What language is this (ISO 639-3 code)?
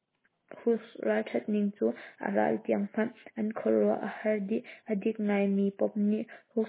cnh